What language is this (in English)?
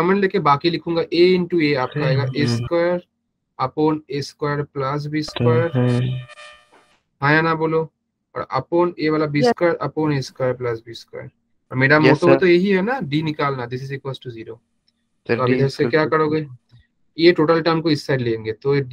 Hindi